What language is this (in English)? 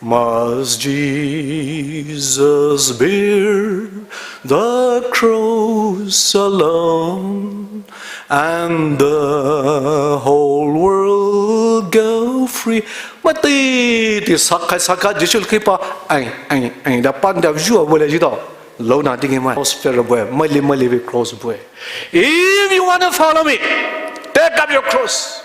Poumei Naga